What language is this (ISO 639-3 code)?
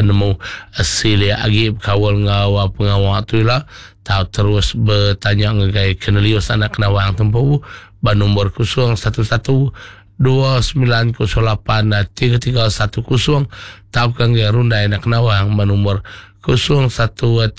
iba